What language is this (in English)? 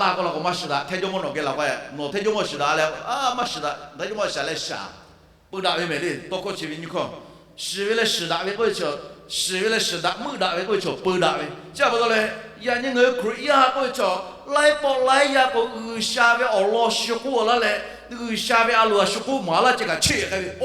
Lahu